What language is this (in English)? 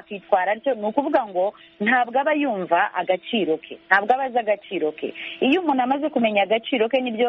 Kinyarwanda